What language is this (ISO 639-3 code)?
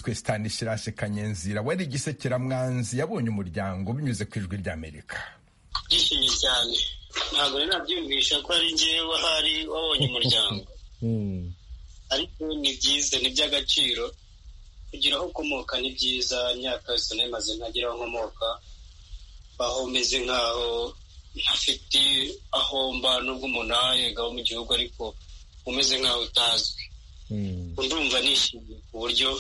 kin